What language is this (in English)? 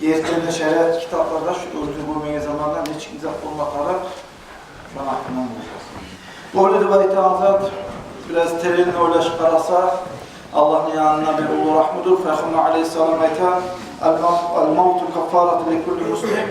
Kumyk